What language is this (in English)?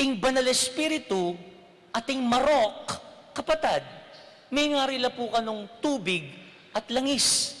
Pampanga